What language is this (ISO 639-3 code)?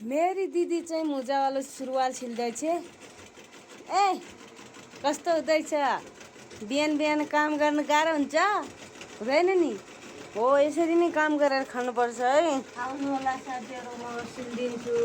nep